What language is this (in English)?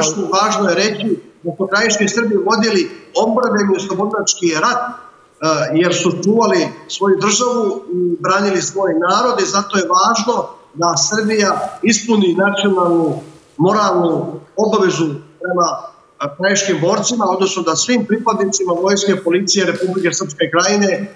Serbian